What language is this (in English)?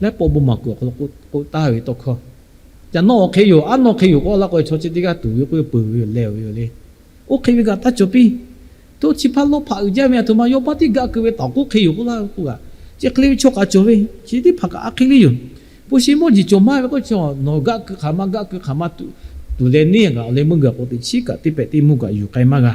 Lahu